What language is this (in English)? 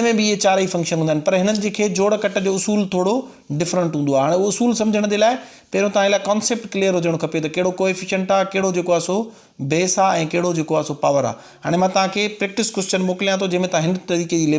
Sindhi